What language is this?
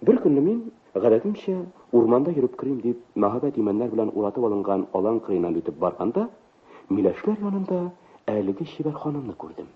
Tatar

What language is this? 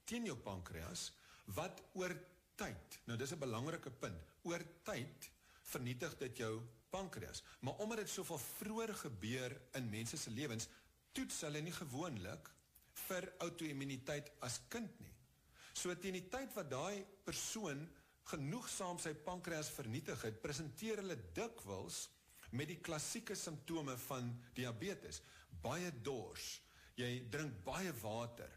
Afrikaans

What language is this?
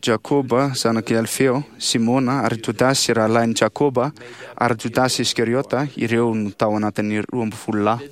Malagasy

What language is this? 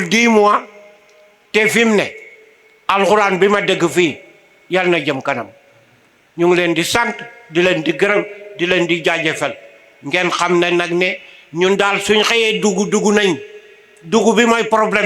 Wolof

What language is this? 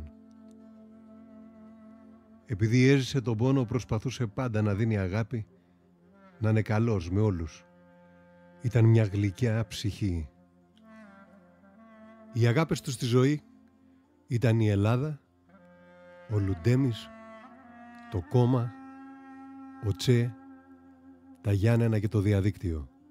Greek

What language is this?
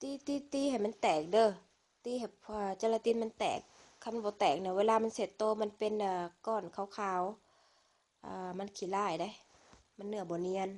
Lao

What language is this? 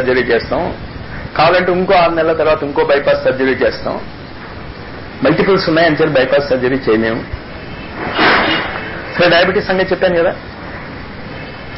Telugu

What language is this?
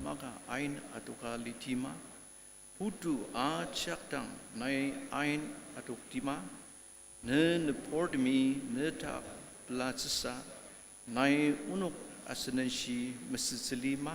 Ao Naga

